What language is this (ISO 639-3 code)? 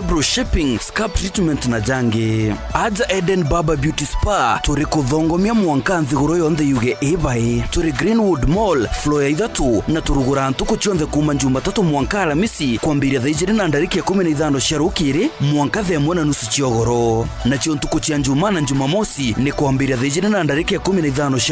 mer